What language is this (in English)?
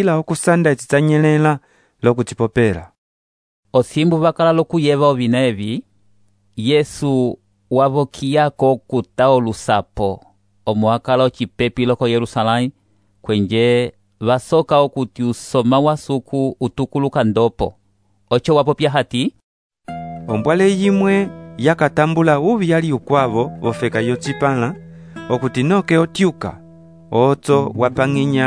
Umbundu